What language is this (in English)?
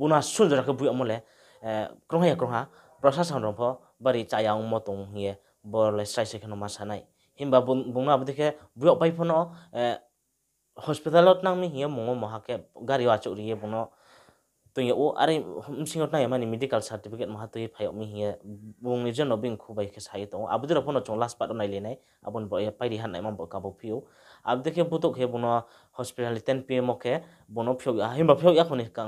Riang (India)